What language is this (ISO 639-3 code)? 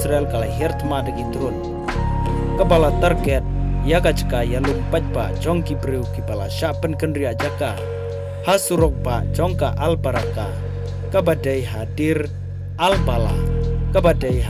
kha